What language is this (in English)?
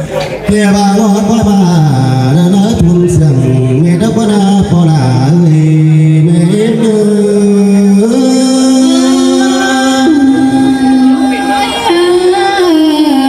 Vietnamese